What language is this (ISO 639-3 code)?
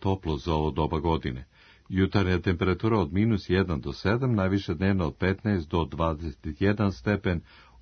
srp